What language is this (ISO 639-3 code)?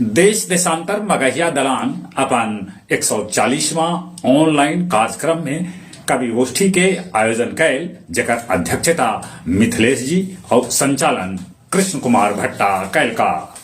mag